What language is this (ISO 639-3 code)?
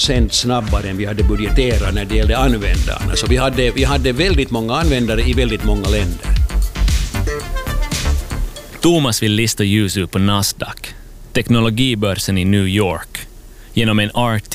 swe